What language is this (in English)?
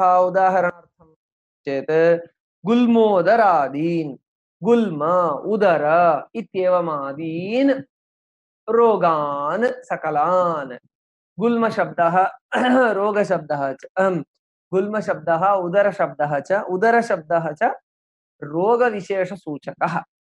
Sanskrit